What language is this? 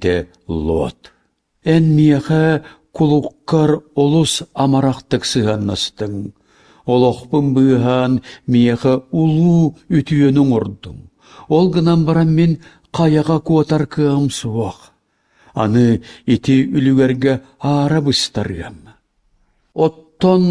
Yakut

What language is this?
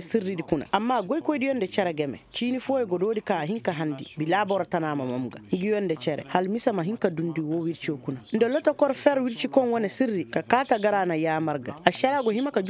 Koyraboro Senni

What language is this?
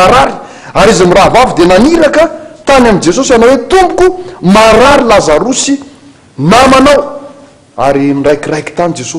Malagasy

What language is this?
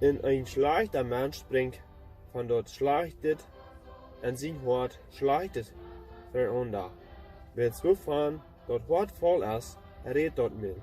Plautdietsch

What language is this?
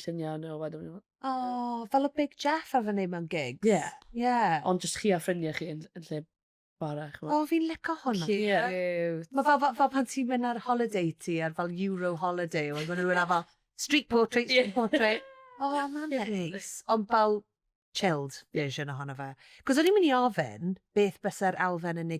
Welsh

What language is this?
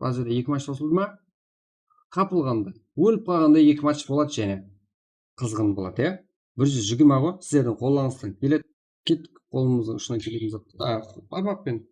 Kara-Kalpak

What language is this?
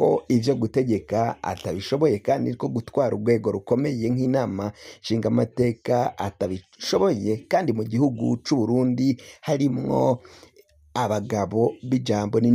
Rundi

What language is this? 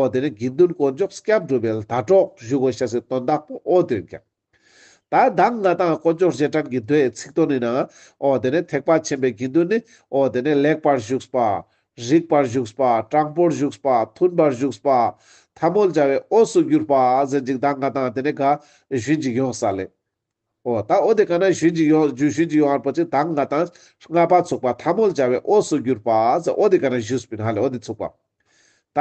Ladakhi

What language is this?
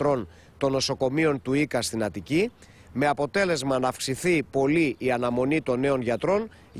Greek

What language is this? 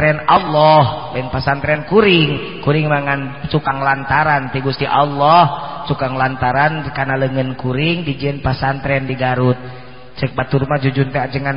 Sundanese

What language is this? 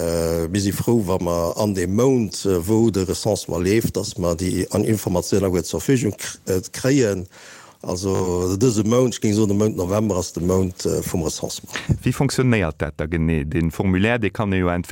Luxembourgish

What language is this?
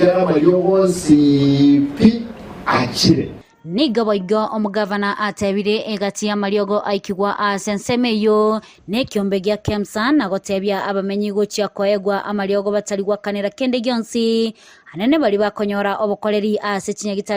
Gusii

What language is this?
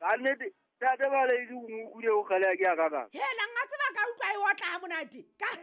Southern Sotho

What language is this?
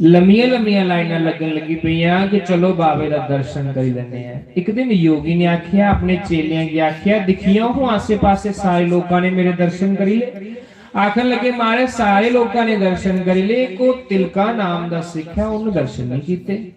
Dogri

